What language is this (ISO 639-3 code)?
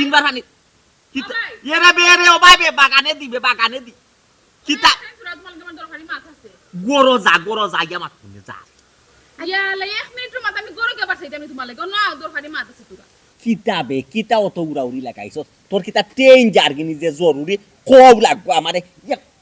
syl